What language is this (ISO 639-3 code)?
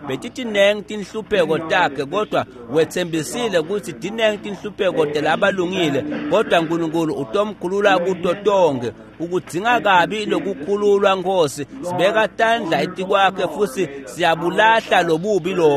ssw